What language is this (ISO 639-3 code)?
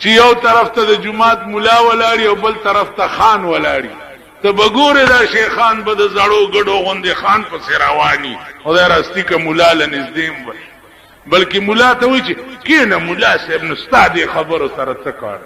pus